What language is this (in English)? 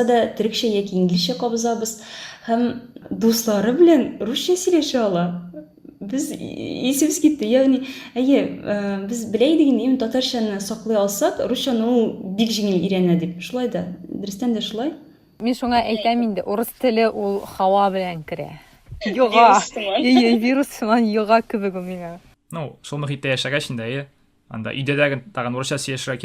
Tatar